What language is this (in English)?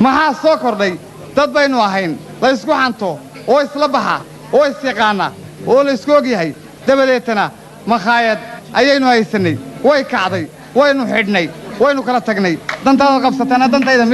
Somali